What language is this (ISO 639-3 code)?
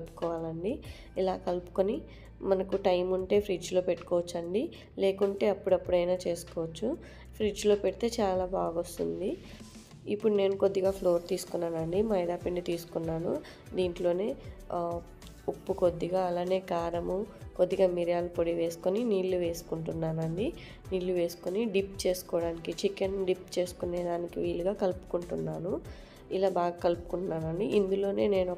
tel